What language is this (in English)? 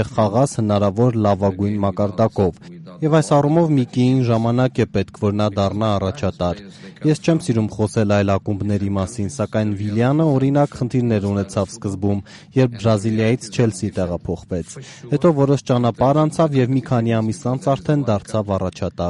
Armenian